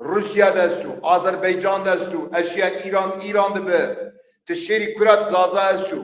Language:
Zaza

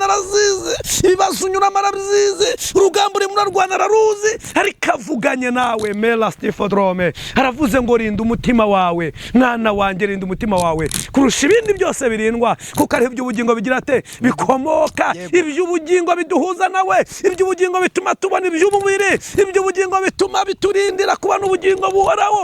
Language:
Kinyarwanda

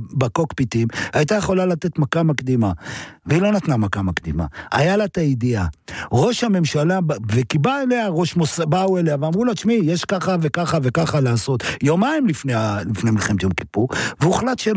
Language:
Hebrew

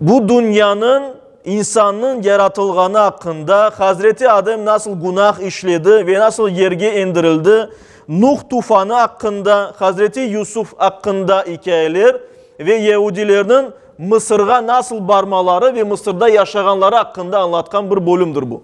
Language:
Crimean Tatar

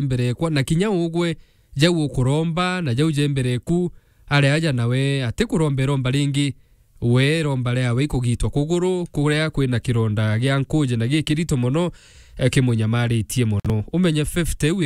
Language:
Meru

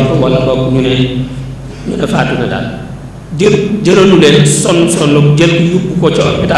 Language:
Wolof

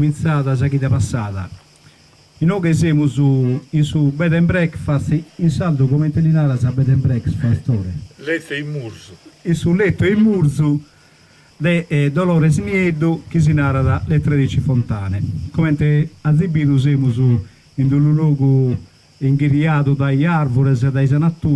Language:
Sardinian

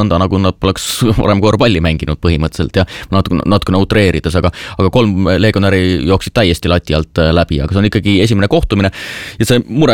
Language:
Estonian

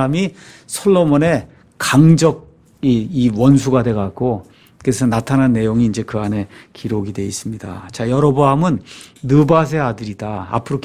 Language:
Korean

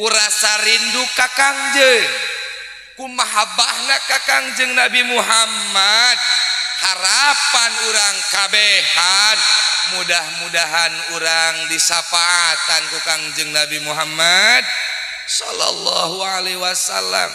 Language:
Sundanese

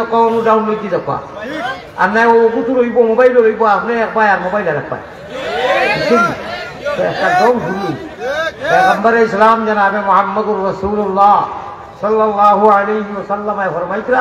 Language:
Sylheti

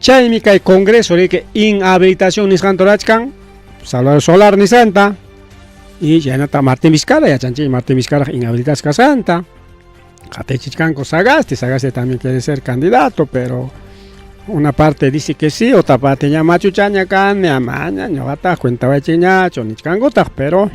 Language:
Ayacucho Quechua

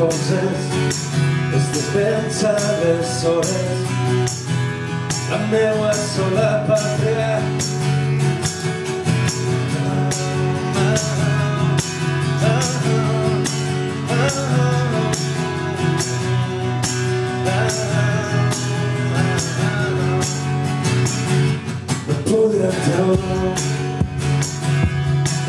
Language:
Catalan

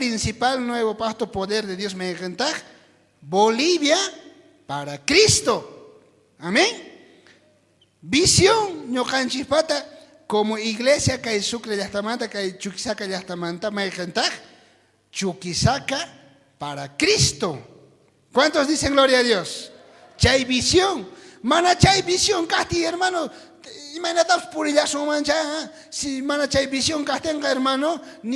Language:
South Bolivian Quechua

